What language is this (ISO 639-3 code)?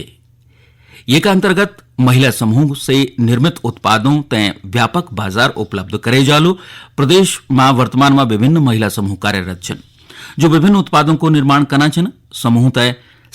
gbm